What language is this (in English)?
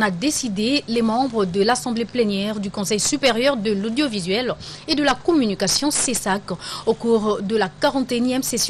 French